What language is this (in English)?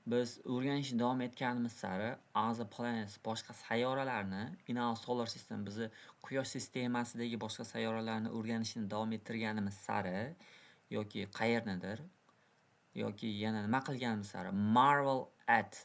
Uzbek